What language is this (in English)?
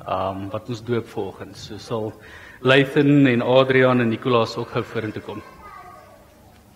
Afrikaans